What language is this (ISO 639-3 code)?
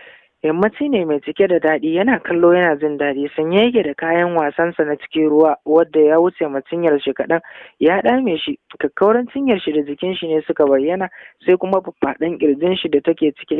hau